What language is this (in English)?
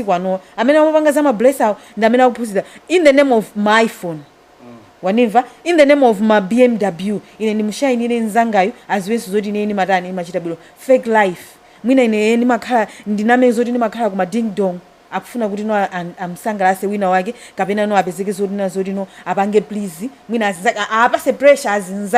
Nyanja